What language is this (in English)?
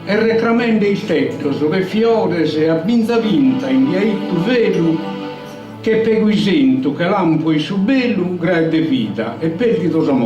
Sardinian